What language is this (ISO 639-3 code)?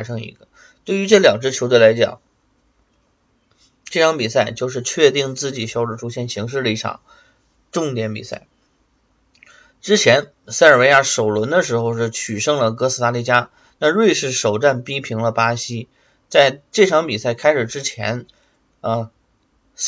zho